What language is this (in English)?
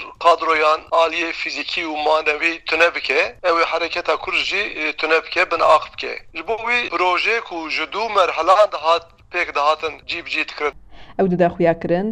Kurdish